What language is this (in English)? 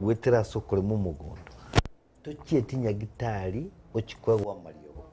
Gusii